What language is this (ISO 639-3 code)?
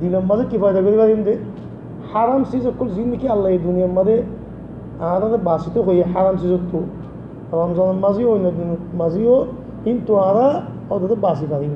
rhg